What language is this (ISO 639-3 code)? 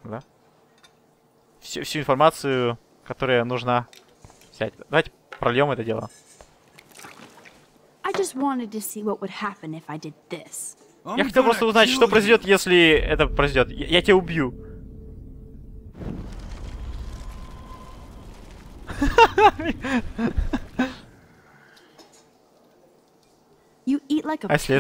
rus